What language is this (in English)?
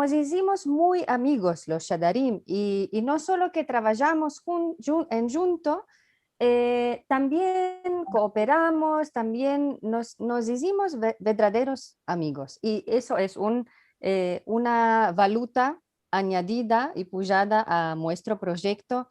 Ladino